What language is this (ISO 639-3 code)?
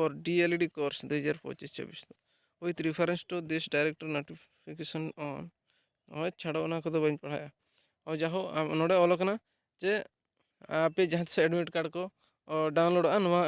sat